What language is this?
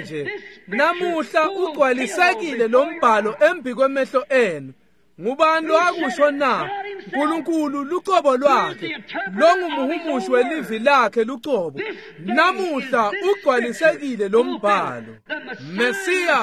Swati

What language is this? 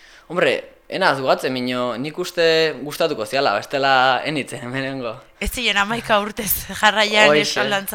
Basque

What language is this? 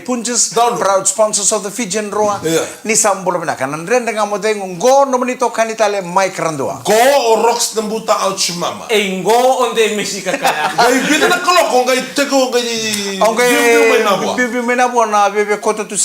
Fijian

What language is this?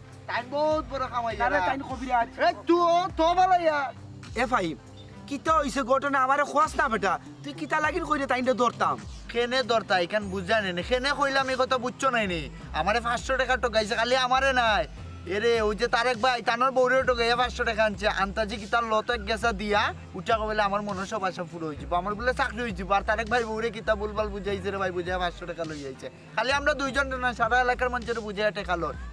Sylheti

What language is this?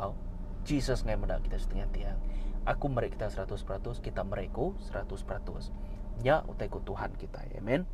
Iban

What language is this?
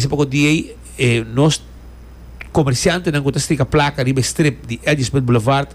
Papiamento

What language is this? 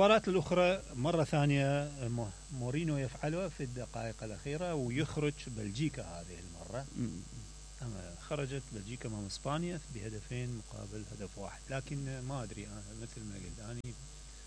Mesopotamian Arabic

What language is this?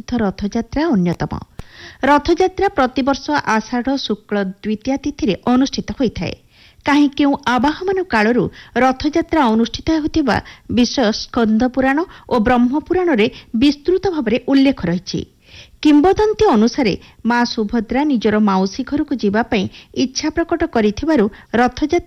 Odia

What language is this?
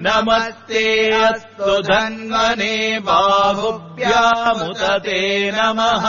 Sanskrit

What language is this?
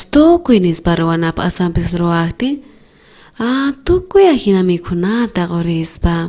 South Bolivian Quechua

